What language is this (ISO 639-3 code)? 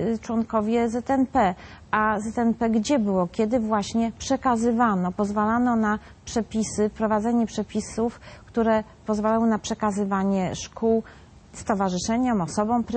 pol